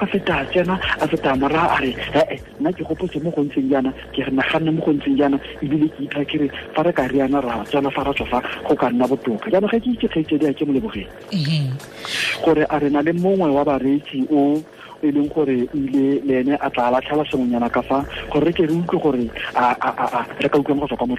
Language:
Tswana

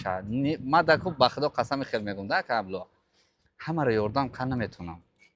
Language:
Tajik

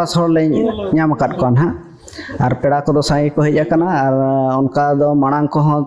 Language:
Santali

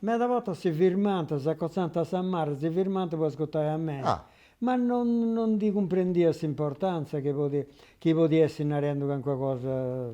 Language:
Sardinian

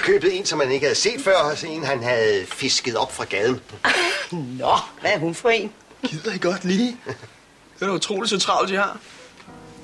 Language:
Danish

